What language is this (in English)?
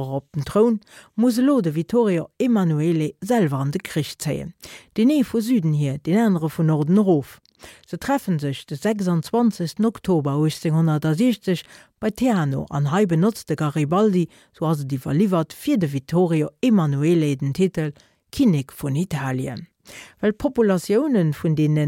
Luxembourgish